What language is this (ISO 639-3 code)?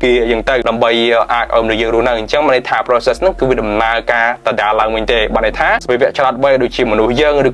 khm